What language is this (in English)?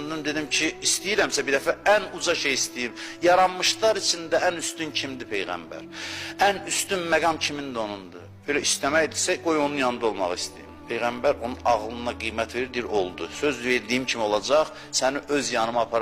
Azerbaijani